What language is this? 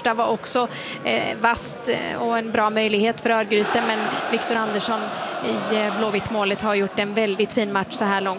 Swedish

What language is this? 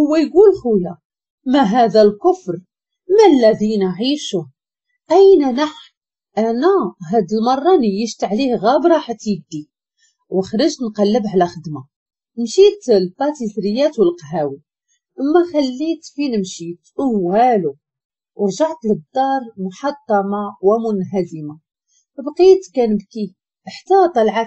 Moroccan Arabic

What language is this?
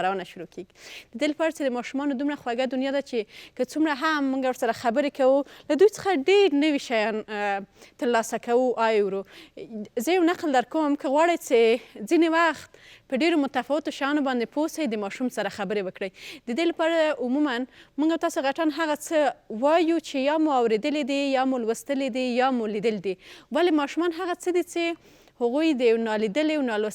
Pashto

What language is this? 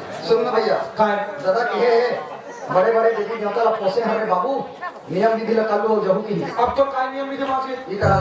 Chhattisgarhi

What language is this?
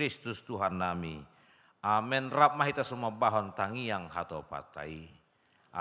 Batak Toba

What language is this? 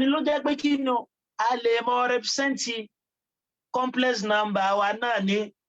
Yoruba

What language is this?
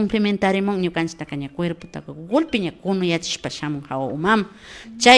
Imbabura Highland Quichua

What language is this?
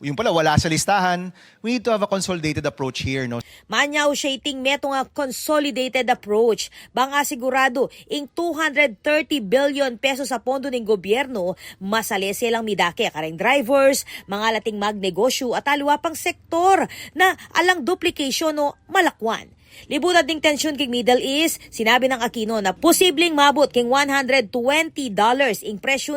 Pampanga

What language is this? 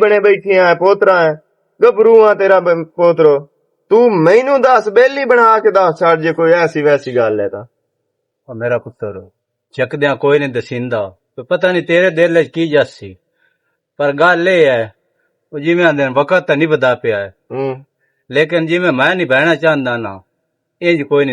Western Panjabi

